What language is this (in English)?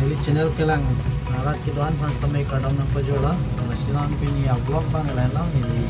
Karbi